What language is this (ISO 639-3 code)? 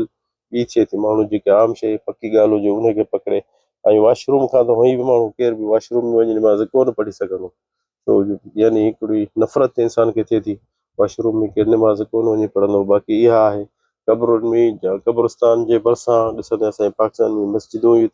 snd